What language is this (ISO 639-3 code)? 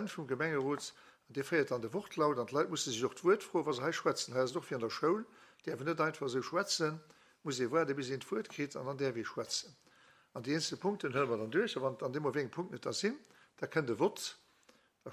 ltz